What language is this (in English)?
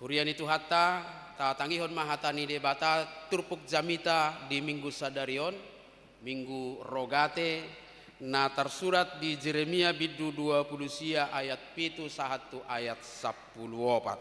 Batak Toba